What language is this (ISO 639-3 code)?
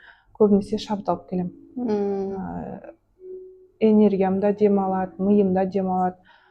kaz